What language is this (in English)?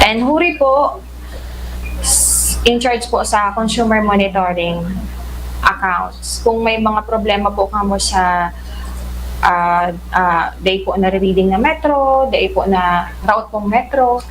Bikol